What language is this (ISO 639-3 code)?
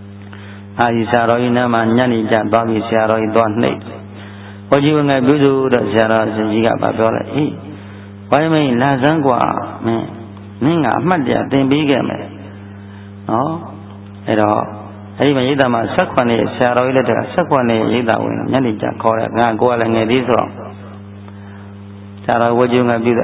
mya